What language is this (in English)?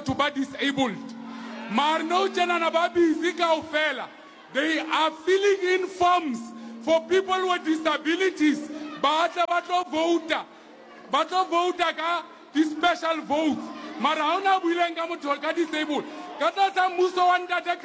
Southern Sotho